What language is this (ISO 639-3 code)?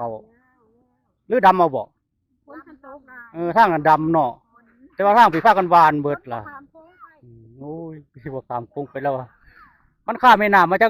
tts